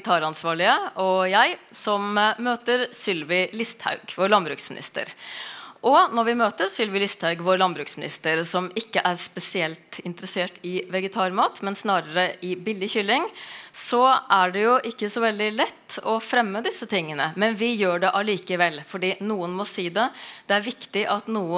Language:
Norwegian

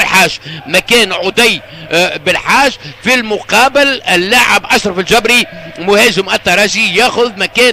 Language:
Tunisian Arabic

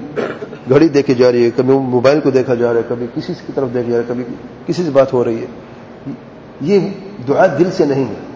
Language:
Urdu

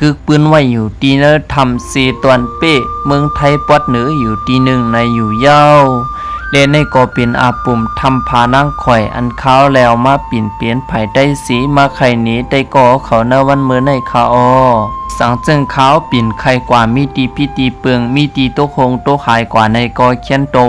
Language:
Shan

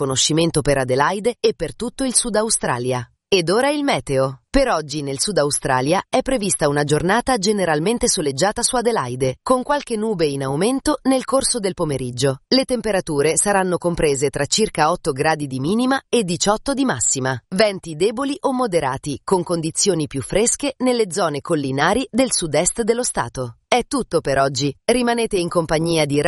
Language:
Italian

